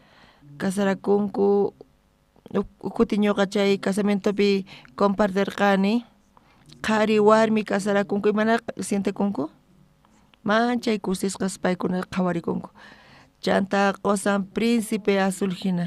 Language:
South Bolivian Quechua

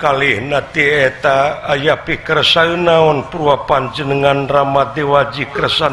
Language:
Sundanese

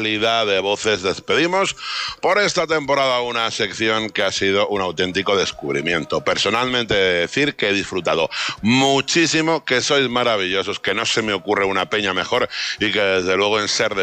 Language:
Spanish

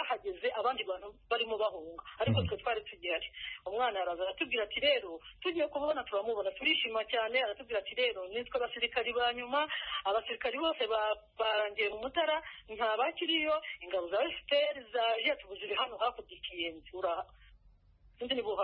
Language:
Kinyarwanda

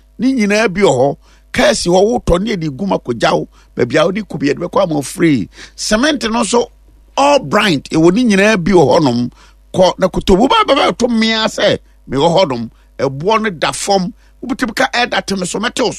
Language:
Akan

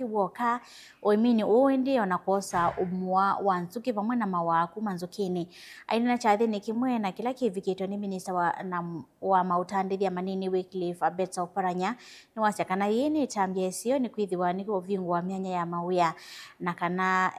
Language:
Kamba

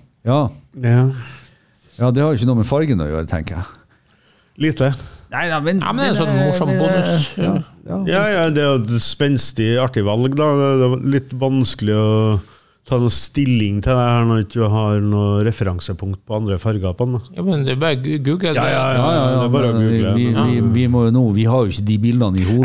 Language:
Norwegian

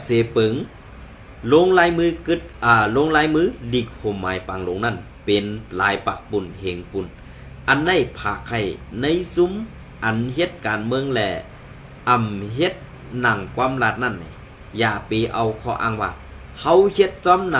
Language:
Shan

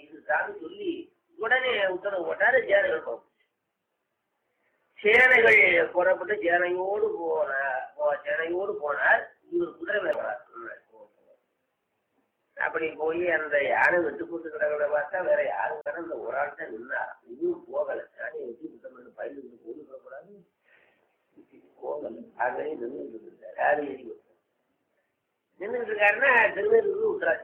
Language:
Tamil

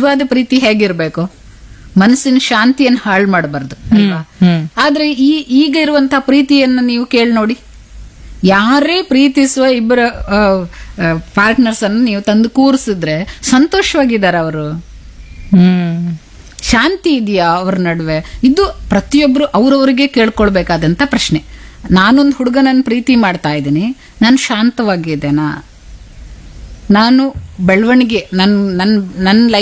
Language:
Kannada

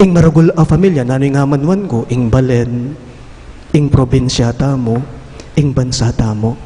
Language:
Pampanga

